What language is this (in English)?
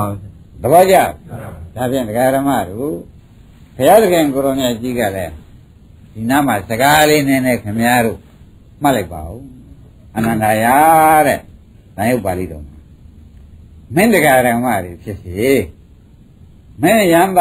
Burmese